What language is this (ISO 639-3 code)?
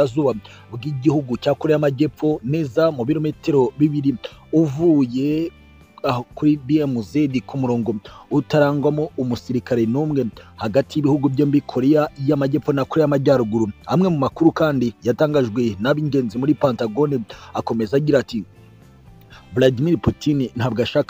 kin